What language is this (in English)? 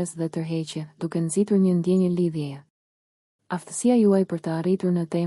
Albanian